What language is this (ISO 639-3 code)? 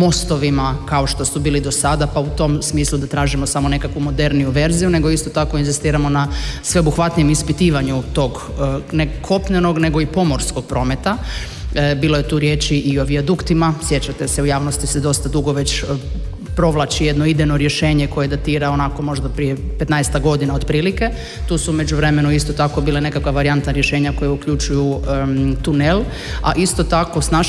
hrv